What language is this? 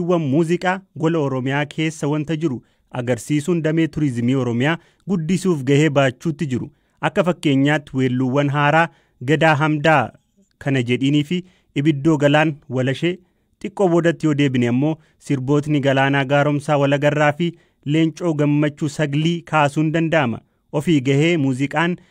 Oromo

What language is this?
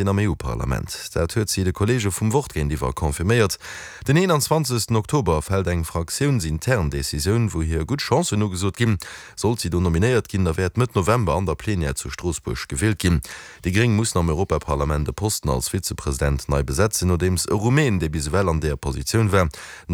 Luxembourgish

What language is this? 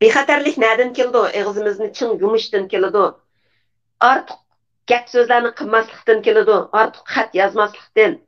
Uyghur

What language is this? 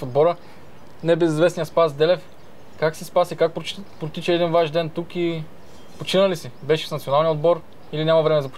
Bulgarian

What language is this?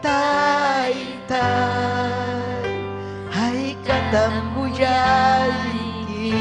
Ayacucho Quechua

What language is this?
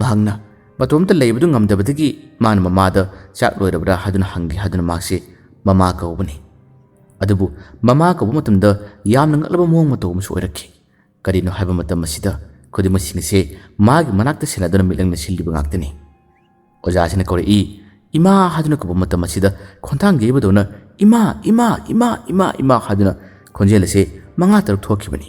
Manipuri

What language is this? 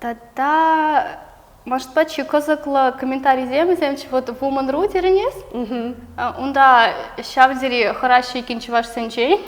Chuvash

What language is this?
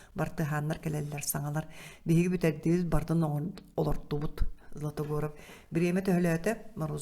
Yakut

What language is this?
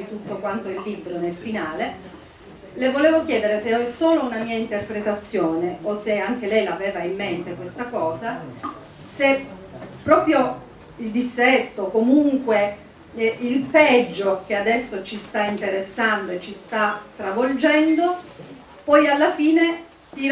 Italian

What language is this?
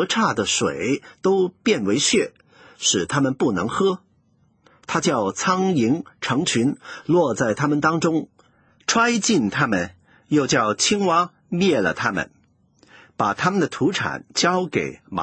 Chinese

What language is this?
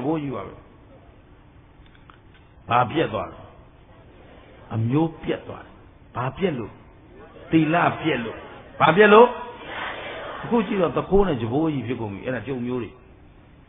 Burmese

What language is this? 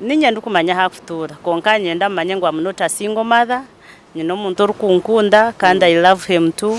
Nyankole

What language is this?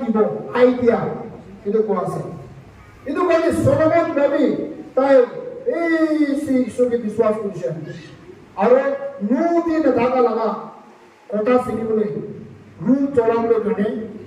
Naga Pidgin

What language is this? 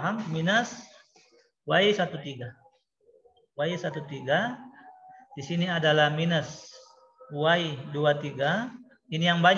Indonesian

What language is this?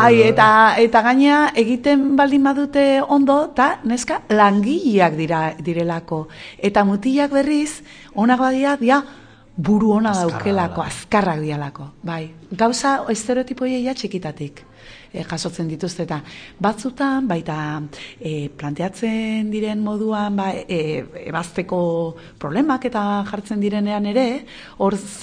Basque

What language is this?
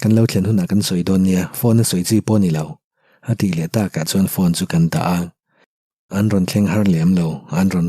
Mizo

